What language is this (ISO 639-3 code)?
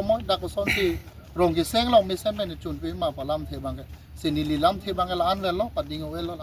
mjw